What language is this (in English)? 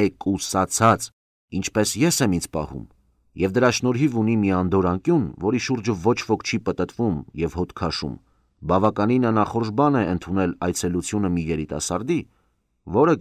Armenian